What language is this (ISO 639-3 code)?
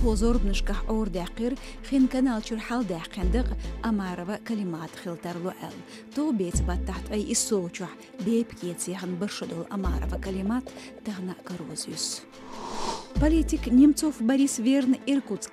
che